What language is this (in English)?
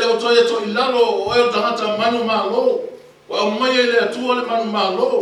Samoan